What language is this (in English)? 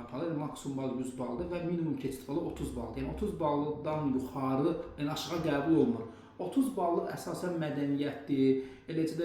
Azerbaijani